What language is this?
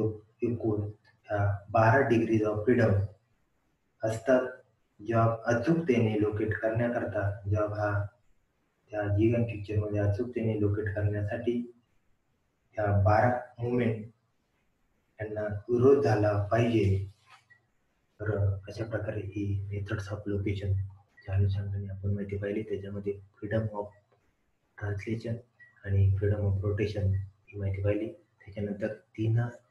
Marathi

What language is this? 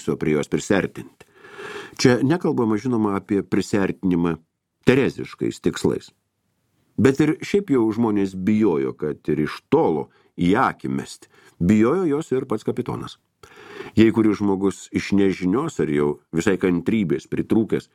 Lithuanian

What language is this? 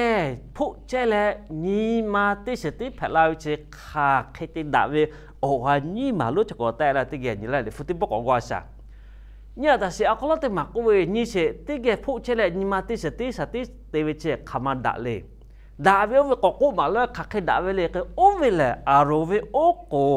Lahu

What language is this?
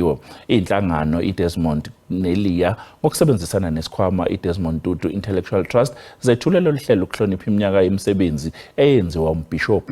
Zulu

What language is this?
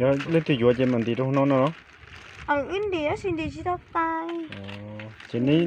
Hmong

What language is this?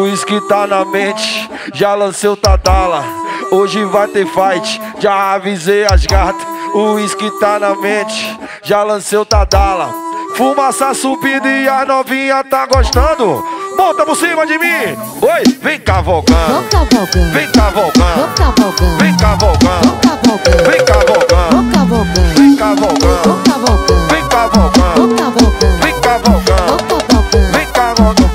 Portuguese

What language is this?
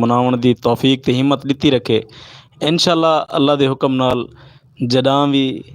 Western Panjabi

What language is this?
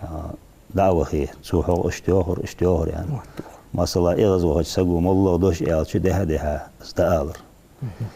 Ingush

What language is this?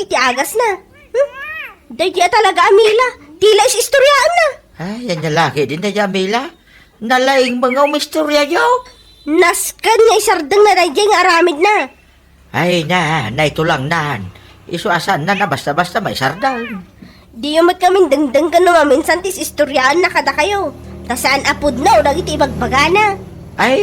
Iloko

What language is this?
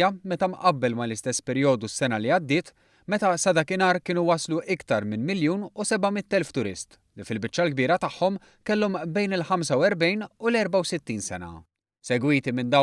Maltese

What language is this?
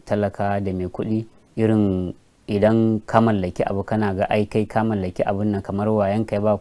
Hausa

